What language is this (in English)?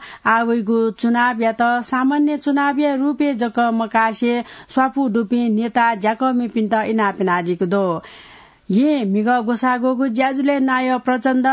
Newari